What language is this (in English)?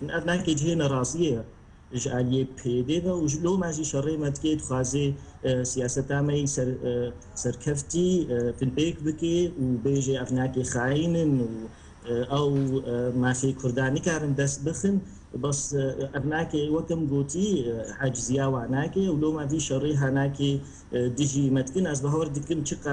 Kurdish